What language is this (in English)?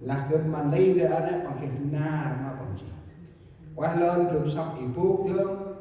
Central Mnong